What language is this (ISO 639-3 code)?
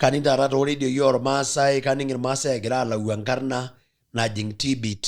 mas